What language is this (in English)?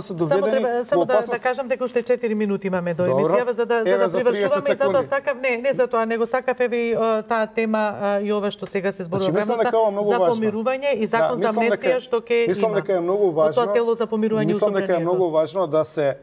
Macedonian